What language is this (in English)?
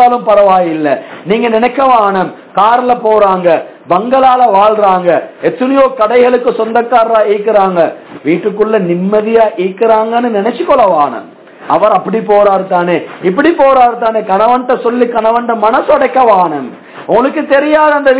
Tamil